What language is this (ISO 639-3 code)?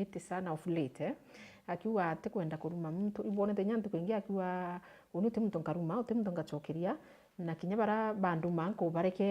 mer